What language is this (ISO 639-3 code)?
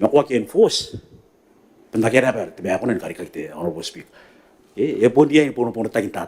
gil